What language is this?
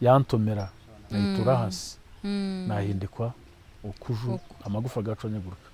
Nyankole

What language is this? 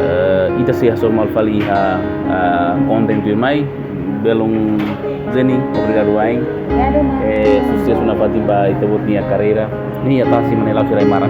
Tetum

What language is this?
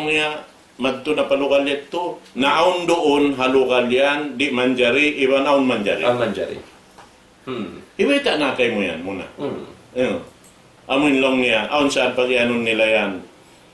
Tausug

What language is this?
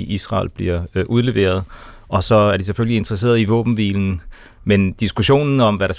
Danish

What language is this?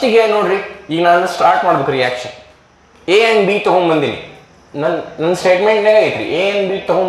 Kannada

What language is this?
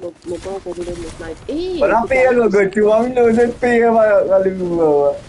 Morisyen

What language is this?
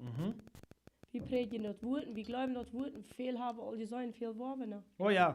Plautdietsch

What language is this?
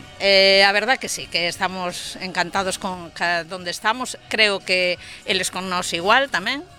Galician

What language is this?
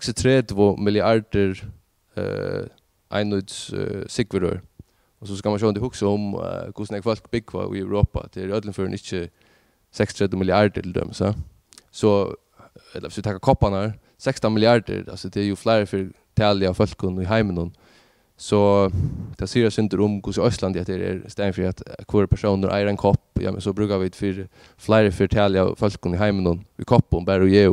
Faroese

